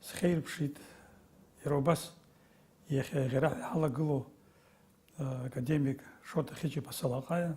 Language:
Abkhazian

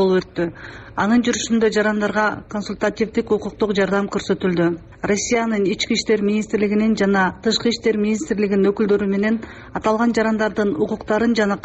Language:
Kyrgyz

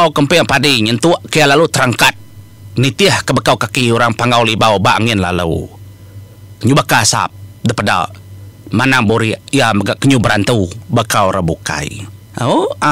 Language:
Iban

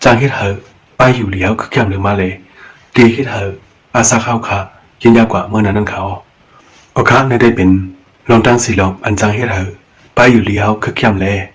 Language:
Shan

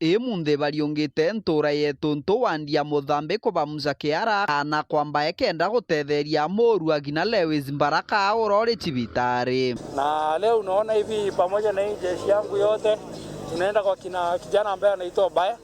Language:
Meru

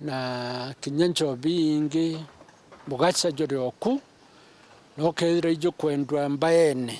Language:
Meru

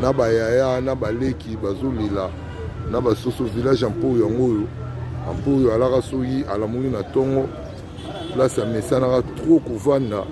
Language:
Lingala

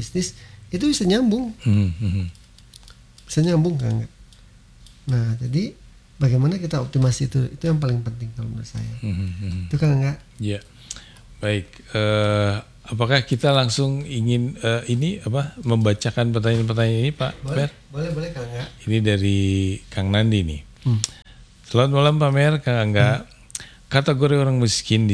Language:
Indonesian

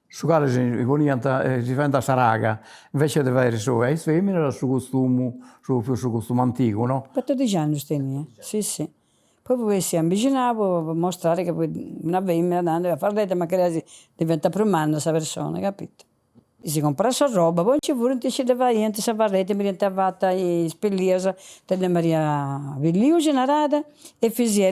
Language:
Sardinian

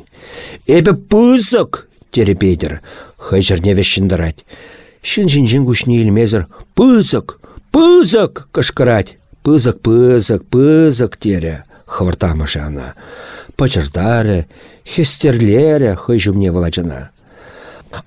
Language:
Chuvash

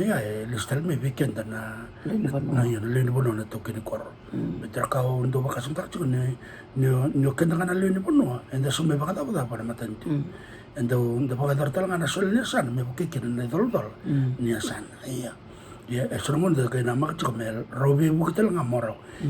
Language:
Fijian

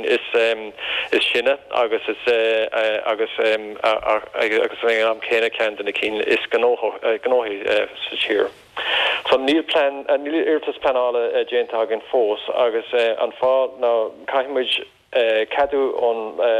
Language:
Irish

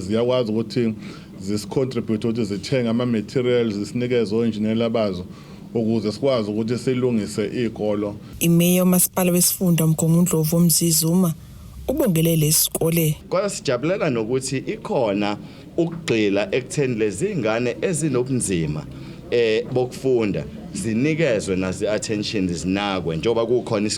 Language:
Zulu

